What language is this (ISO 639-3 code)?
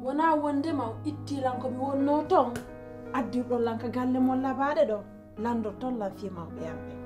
fuf